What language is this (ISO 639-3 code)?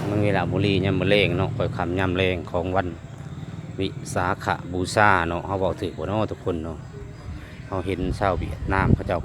lao